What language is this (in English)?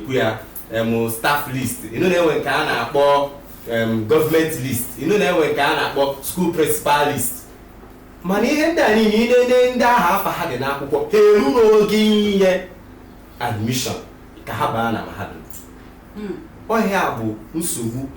Igbo